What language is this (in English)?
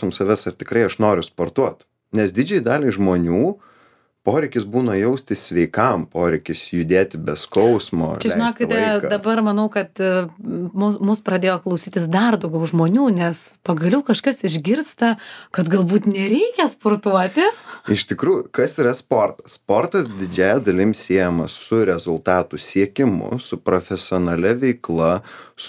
Lithuanian